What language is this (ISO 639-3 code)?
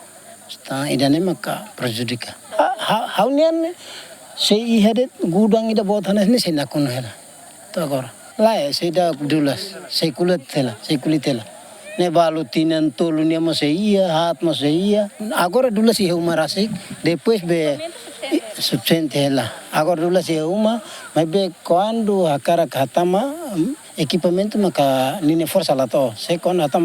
tet